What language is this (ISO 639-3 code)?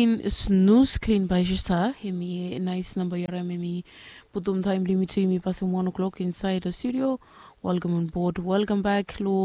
bis